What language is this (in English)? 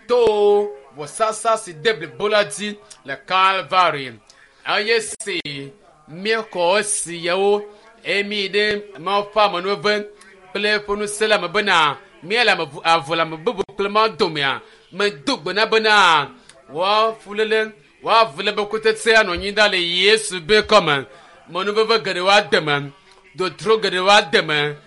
Ewe